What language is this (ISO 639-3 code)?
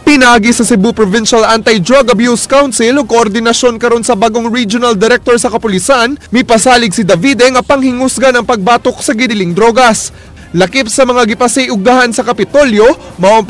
ceb